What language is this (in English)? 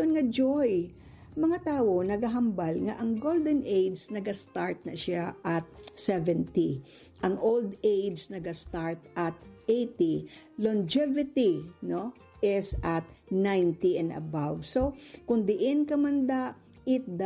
Hiligaynon